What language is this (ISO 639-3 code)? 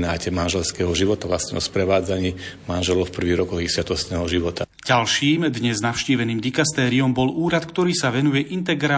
slk